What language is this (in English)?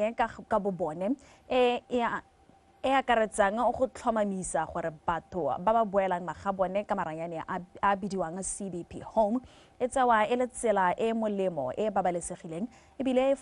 Tswana